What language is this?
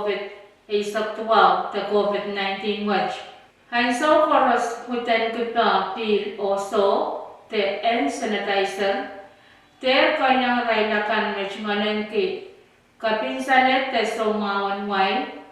Pohnpeian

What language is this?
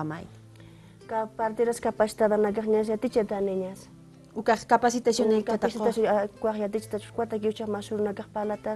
Aymara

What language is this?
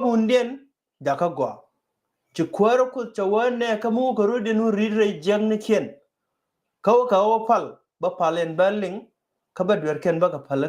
Nuer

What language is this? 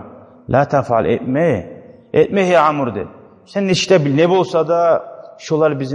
Kumyk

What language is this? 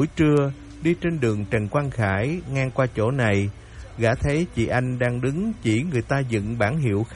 Vietnamese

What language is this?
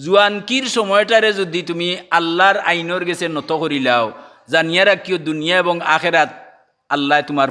Sylheti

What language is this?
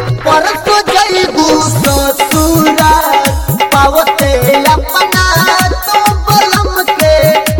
Bhojpuri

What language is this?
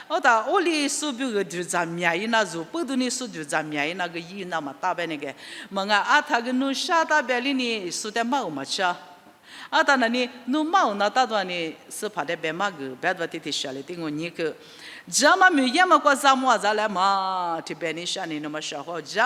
Lisu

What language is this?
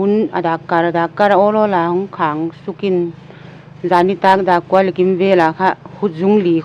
Paite Chin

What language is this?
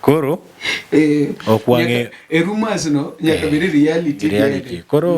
Luo (Kenya and Tanzania)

